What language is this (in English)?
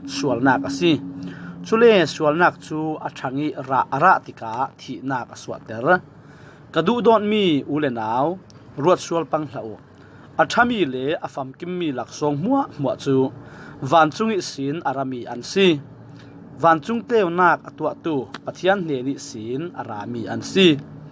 Falam Chin